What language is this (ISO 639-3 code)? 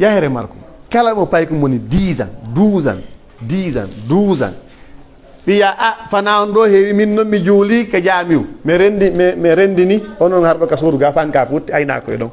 fuf